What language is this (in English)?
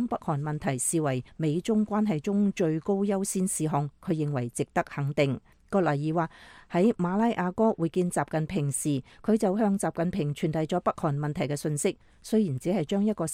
Cantonese